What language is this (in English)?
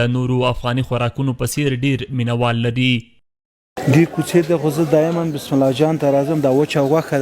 Pashto